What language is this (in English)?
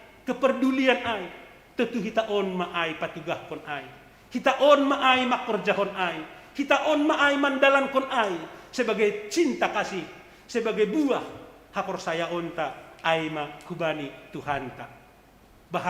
Batak Simalungun